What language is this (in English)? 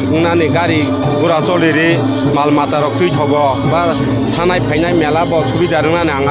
Kok Borok